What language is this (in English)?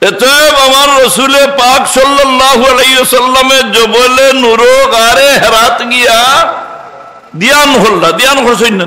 Sylheti